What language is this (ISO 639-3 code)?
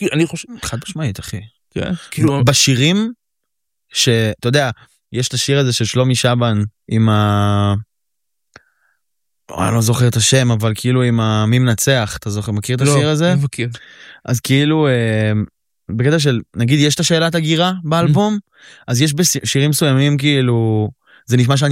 heb